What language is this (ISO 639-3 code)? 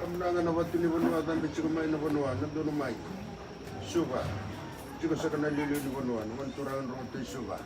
fij